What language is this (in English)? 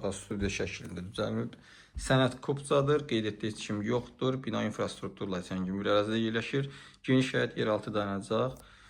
Azerbaijani